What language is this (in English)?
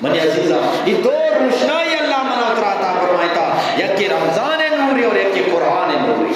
Eastern Balochi